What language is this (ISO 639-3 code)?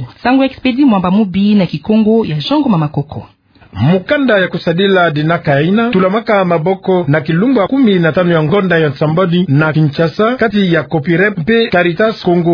ktu